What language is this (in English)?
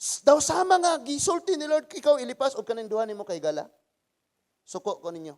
Cebuano